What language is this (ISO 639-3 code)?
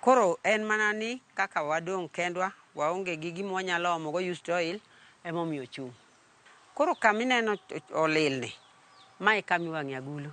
luo